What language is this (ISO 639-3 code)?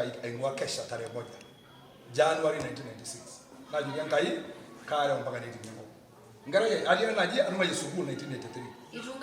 mas